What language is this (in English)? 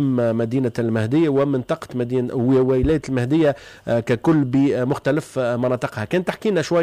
Tunisian Arabic